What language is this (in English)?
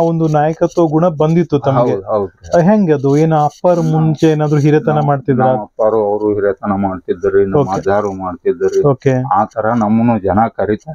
Kannada